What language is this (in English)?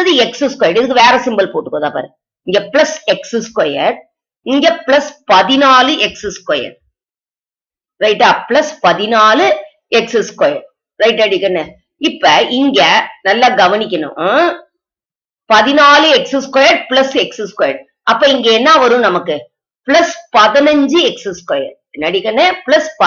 Tamil